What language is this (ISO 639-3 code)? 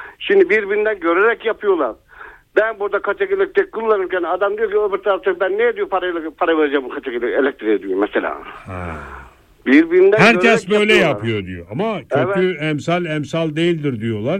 tur